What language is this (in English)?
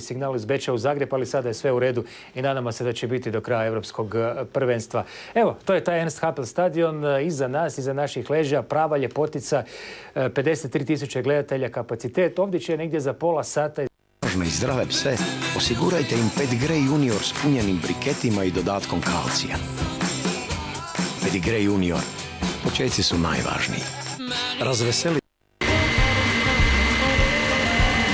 Croatian